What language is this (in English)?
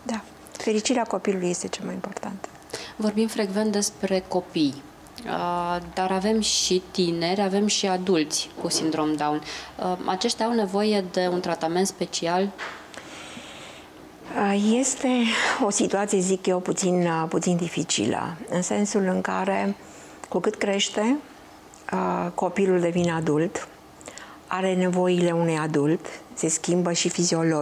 Romanian